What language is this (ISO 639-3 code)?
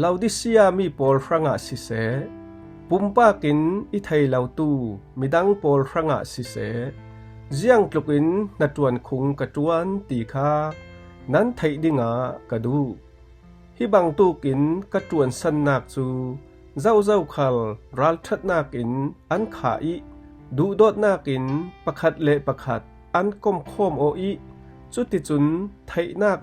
cfm